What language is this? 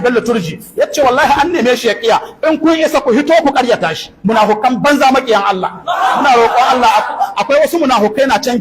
Hausa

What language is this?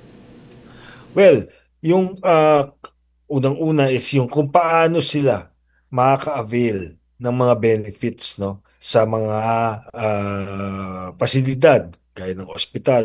Filipino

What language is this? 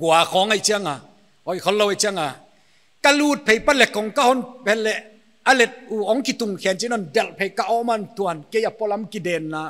Paite Chin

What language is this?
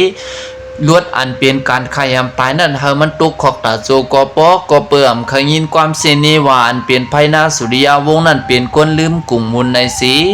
Shan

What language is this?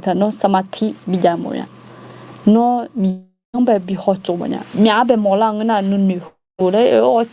Akha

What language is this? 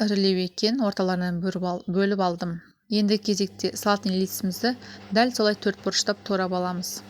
Kazakh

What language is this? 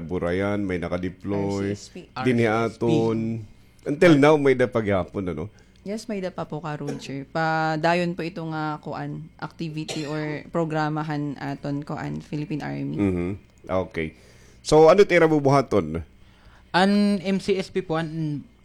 Waray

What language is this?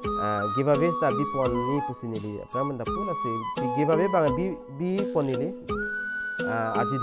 Karbi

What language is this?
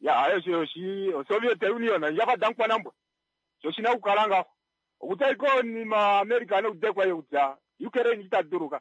Kuanyama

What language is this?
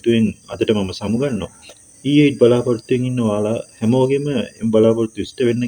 Sinhala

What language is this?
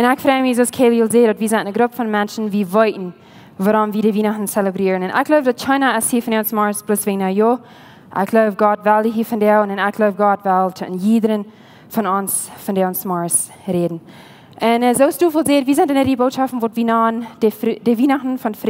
Plautdietsch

